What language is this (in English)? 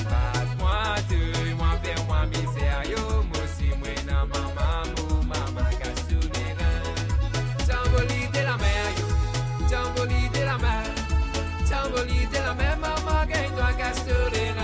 Morisyen